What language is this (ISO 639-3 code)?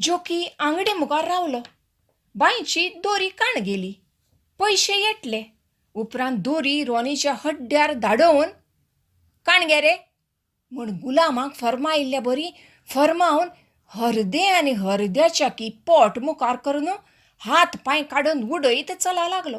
kok